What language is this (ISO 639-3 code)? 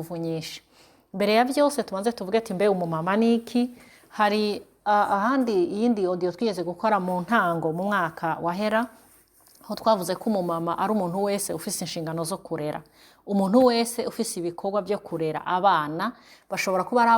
run